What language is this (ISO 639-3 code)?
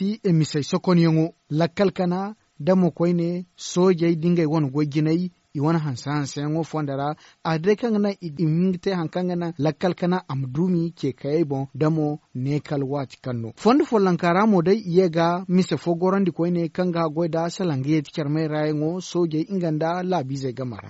dje